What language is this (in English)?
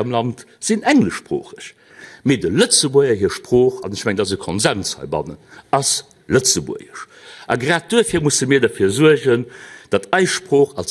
Luxembourgish